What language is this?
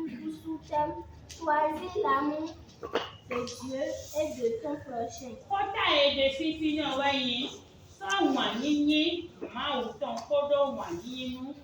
Fon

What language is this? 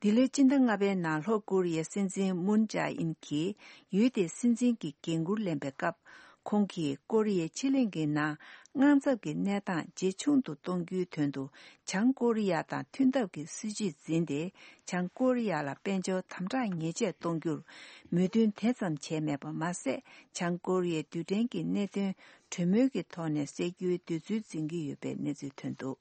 Tibetan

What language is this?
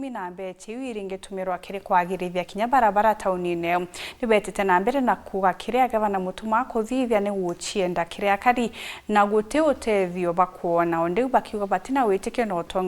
Meru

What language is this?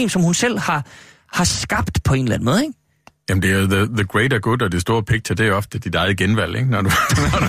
Danish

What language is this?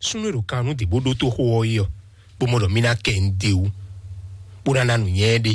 Fon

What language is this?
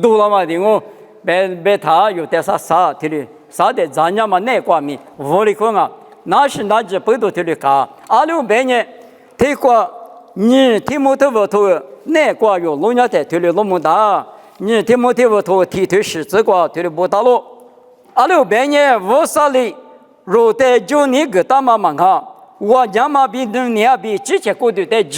Lisu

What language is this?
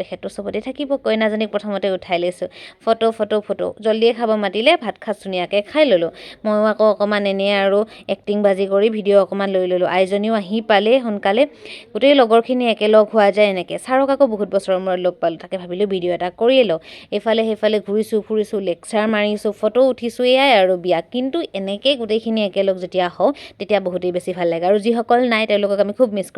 Assamese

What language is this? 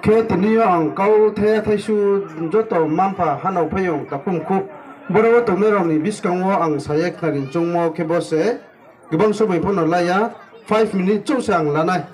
Riang (India)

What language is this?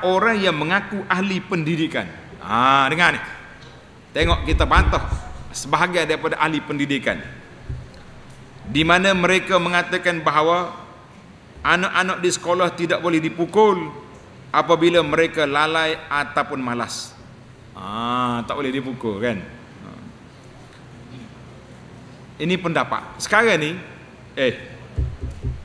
Malay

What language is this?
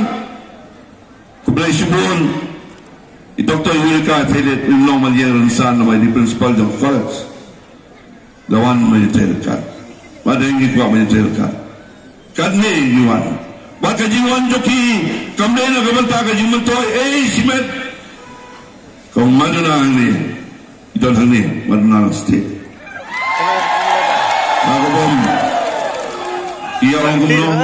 Khasi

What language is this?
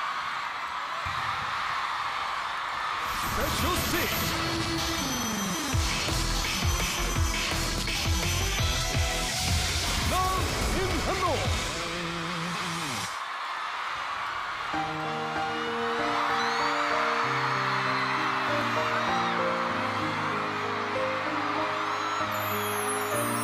Korean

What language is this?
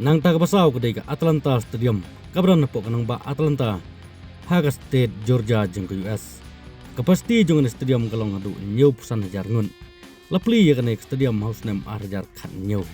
Khasi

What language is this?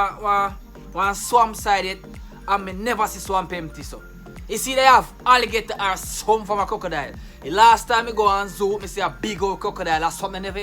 Jamaican Creole English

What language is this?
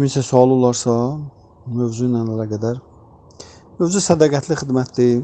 Azerbaijani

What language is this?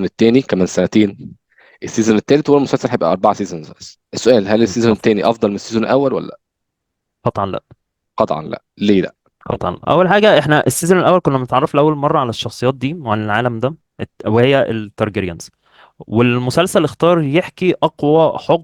Egyptian Arabic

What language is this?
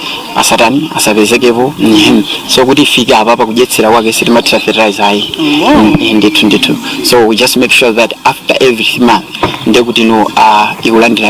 Nyanja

